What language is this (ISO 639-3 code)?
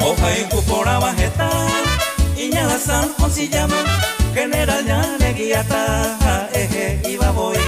grn